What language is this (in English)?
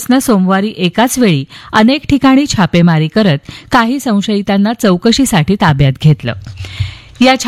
Marathi